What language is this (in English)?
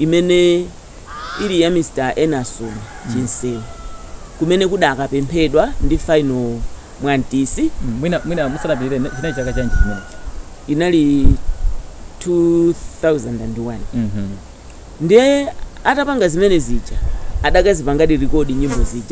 Nyanja